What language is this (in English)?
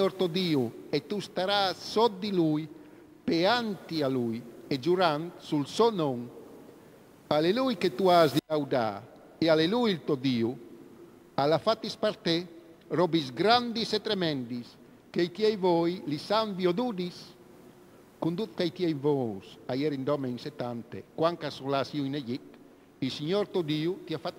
Friulian